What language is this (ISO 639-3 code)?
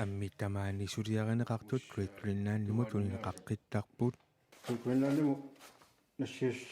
kal